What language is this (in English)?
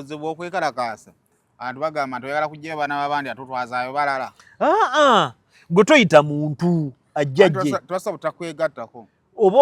Ganda